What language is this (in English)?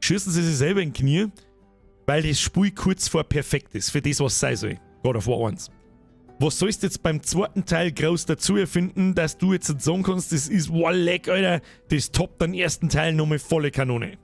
Bavarian